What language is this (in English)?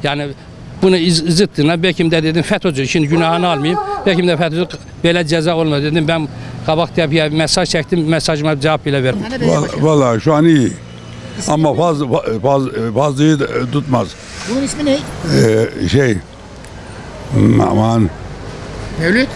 Turkish